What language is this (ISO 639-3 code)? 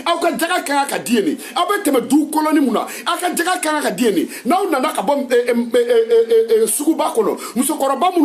bam